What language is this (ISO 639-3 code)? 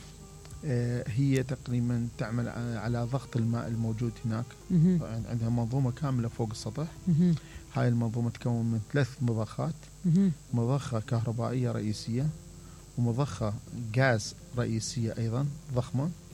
acm